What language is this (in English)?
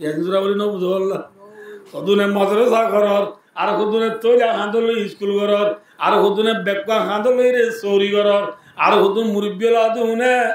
Rohingya